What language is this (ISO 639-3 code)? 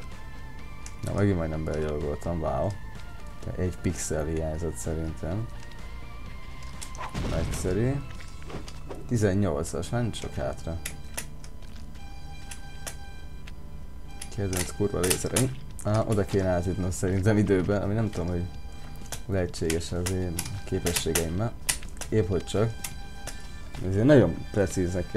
hun